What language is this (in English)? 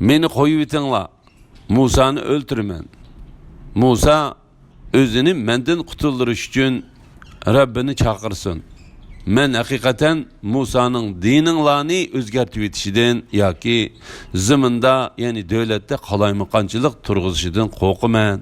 Uyghur